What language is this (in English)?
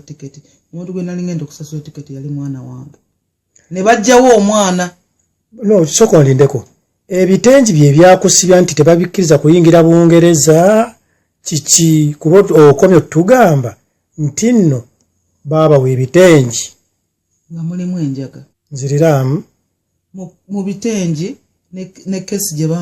Ganda